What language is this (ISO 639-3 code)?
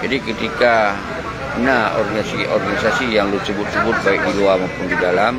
ace